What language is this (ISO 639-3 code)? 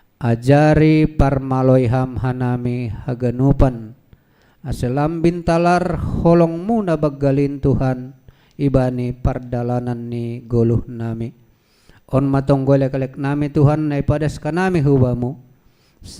bts